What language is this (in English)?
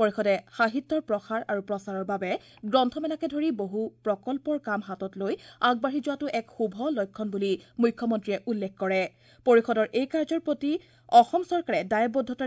Assamese